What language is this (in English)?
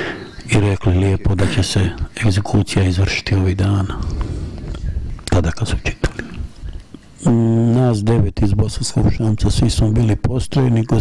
Bosnian